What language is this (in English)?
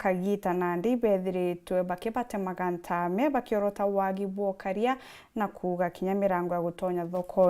Meru